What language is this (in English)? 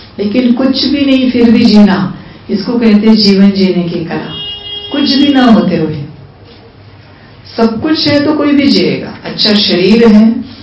Hindi